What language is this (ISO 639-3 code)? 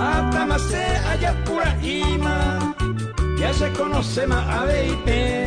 grn